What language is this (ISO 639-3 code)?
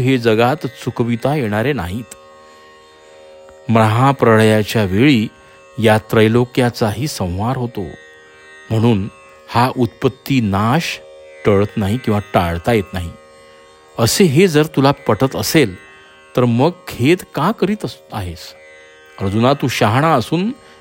mar